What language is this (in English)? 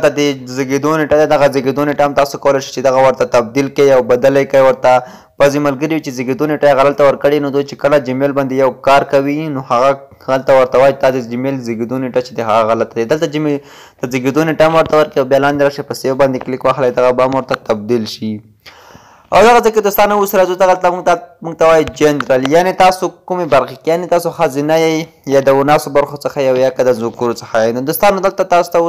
Pashto